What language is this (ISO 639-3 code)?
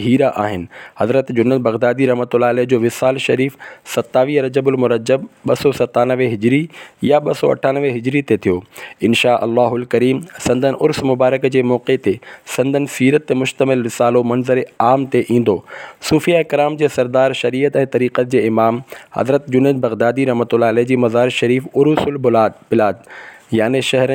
snd